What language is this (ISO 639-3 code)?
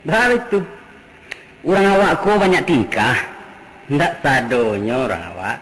min